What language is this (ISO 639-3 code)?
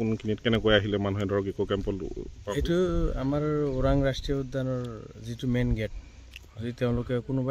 asm